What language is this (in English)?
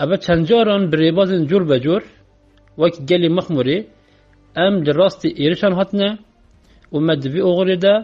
Kurdish